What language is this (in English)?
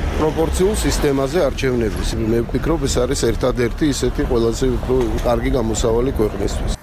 Georgian